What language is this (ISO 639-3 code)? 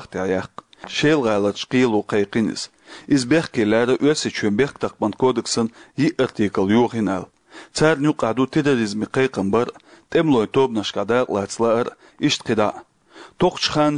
che